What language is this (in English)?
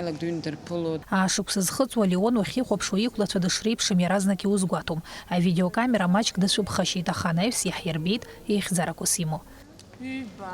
Abkhazian